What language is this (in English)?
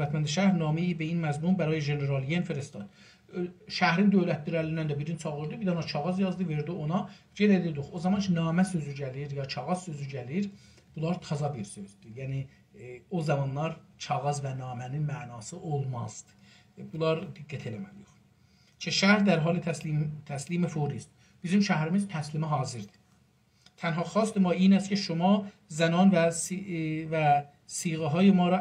South Azerbaijani